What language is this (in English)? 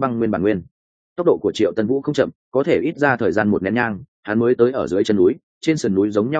Vietnamese